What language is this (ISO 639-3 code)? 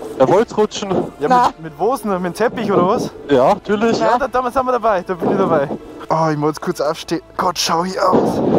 bar